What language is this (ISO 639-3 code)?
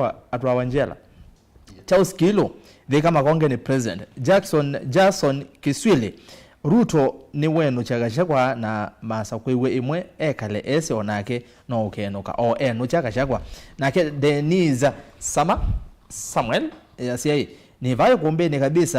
kam